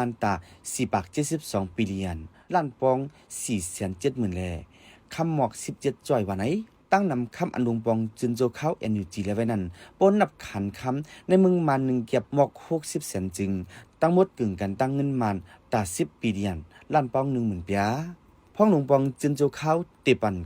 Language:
Shan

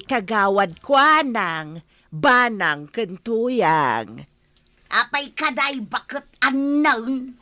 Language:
Iloko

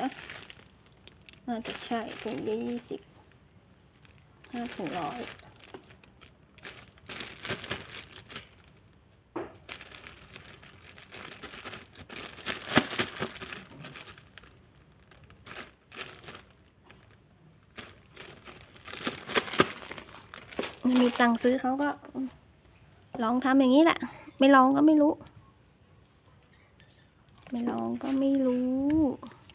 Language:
Thai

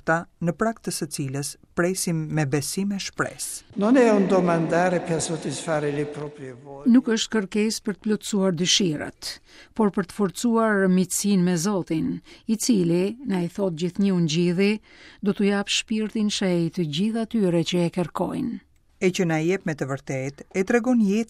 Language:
Albanian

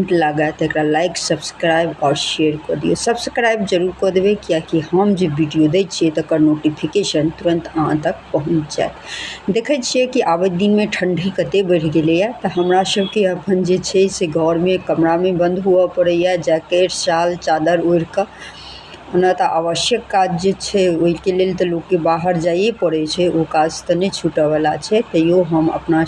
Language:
Maithili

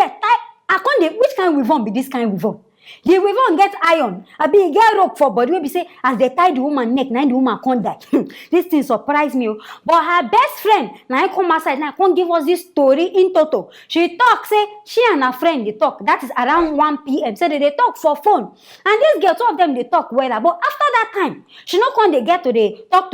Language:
Nigerian Pidgin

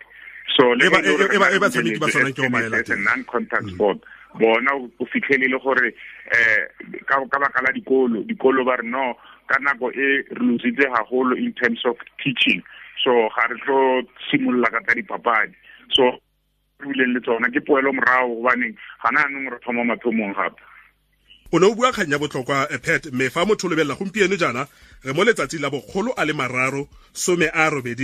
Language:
Tswana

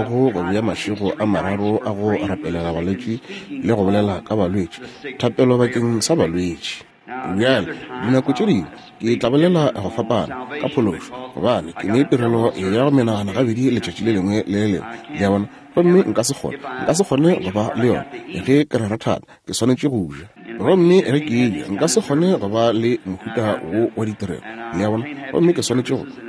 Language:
Northern Sotho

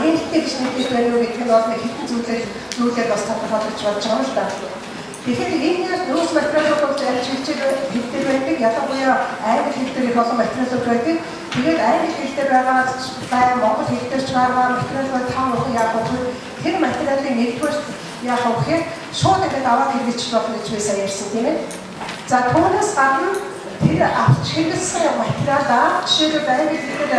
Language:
Mongolian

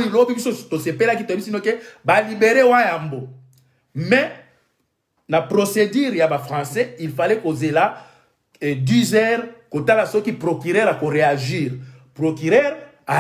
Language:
Lingala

